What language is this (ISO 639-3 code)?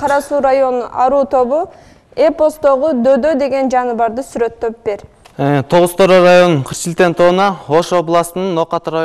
kir